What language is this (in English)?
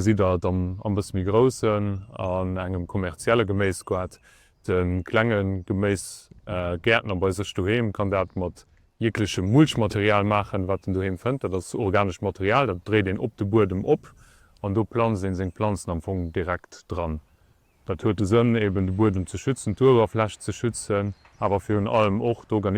Luxembourgish